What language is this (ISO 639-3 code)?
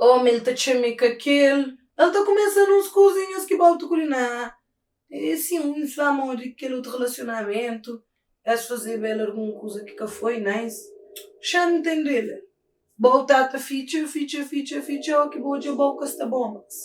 kea